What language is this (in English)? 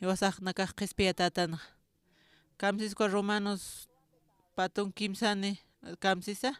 Aymara